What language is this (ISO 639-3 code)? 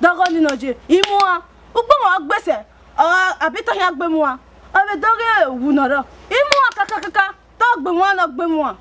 bin